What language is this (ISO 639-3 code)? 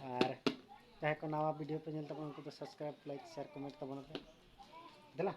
sat